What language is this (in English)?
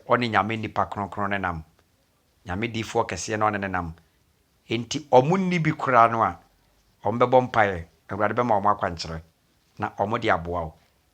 Akan